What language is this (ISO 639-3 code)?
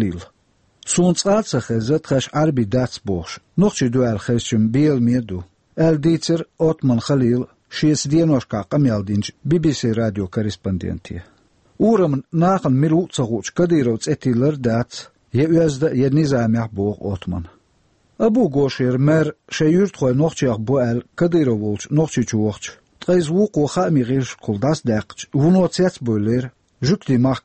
che